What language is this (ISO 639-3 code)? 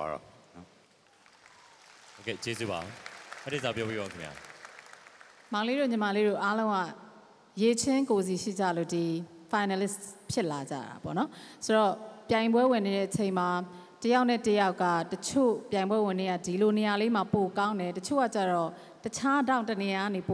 mya